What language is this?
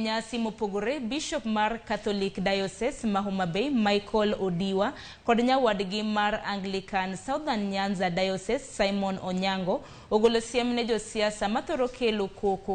Luo (Kenya and Tanzania)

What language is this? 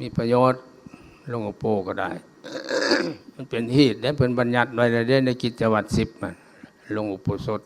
Lao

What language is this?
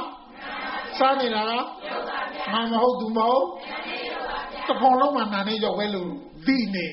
Burmese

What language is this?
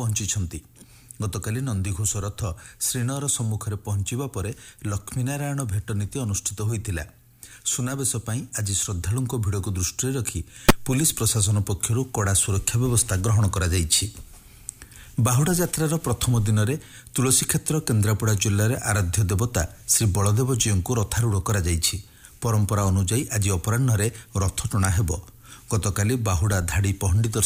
Odia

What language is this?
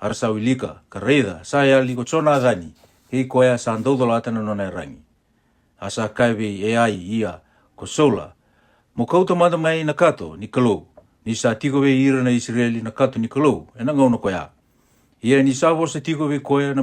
Fijian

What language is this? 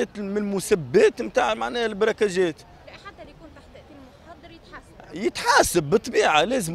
Tunisian Arabic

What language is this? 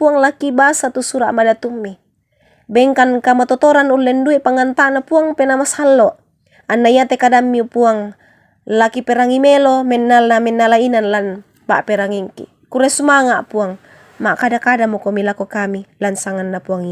Toraja-Sa'dan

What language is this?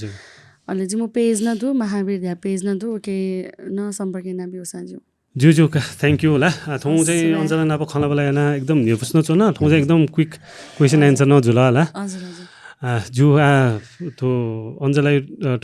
Newari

